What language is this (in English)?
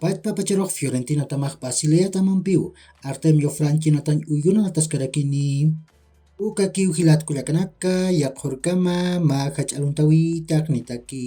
Aymara